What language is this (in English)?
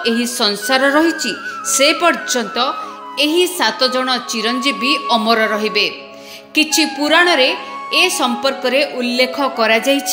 Odia